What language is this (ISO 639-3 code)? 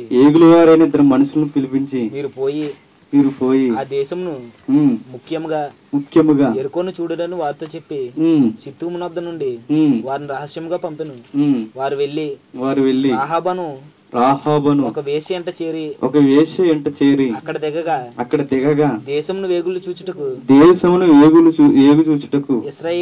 tel